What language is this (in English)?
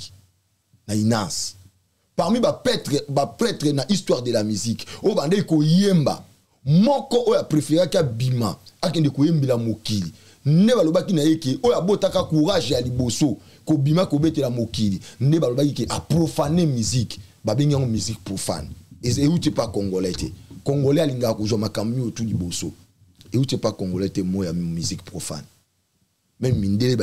Lingala